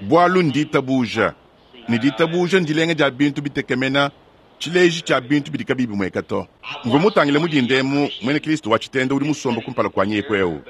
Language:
Luba-Lulua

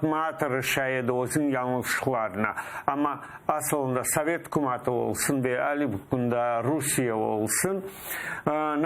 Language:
Crimean Tatar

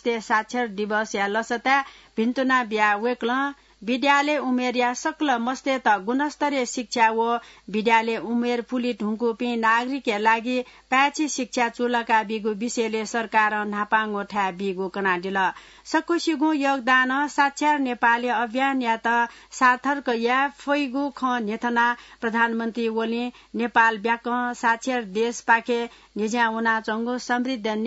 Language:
Newari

